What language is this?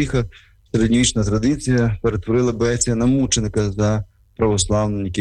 Ukrainian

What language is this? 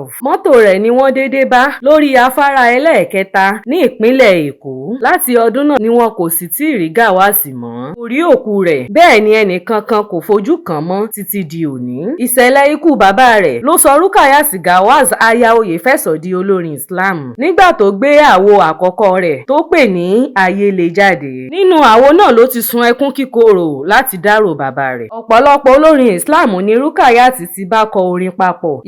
Yoruba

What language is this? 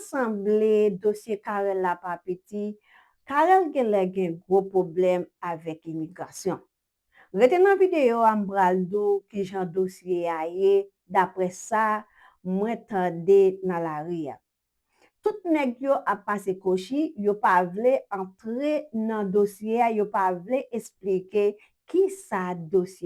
Haitian Creole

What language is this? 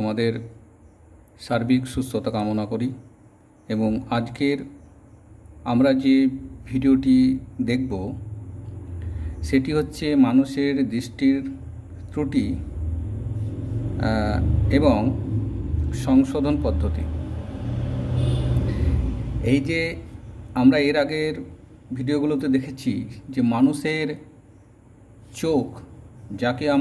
Bangla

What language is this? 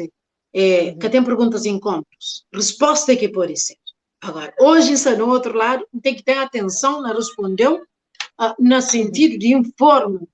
Kabuverdianu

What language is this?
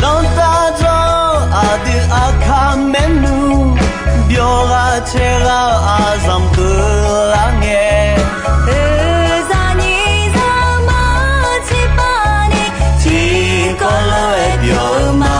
Akha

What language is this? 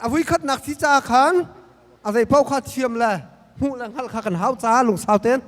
Hakha Chin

